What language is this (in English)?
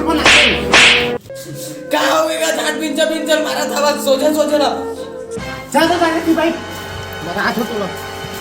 Chhattisgarhi